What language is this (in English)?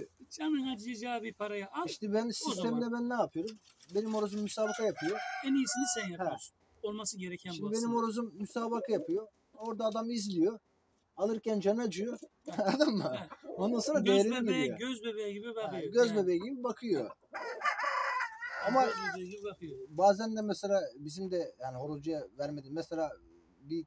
Turkish